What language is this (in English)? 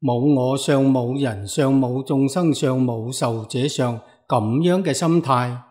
Cantonese